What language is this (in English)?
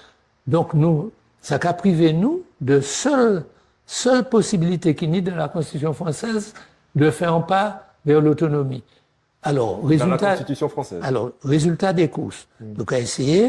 Guadeloupean Creole French